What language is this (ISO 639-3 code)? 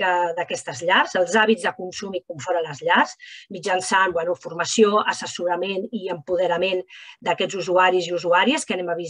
cat